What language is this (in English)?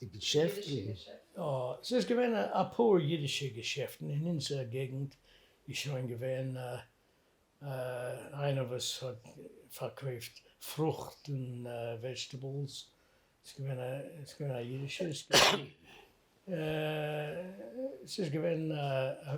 Yiddish